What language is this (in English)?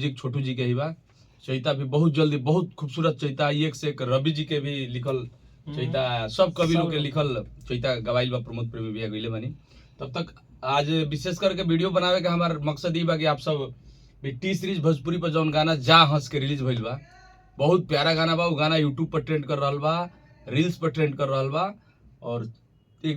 Bhojpuri